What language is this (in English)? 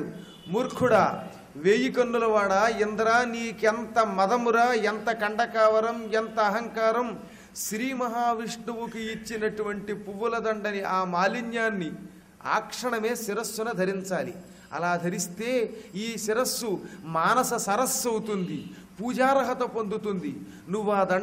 Telugu